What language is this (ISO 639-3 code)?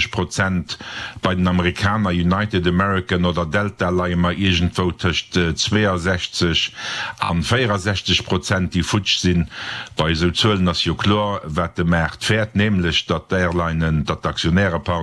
ltz